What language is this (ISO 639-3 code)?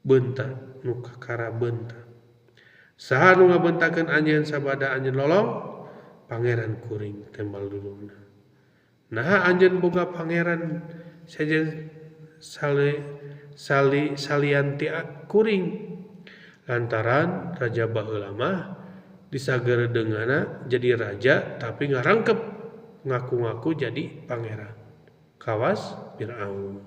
sun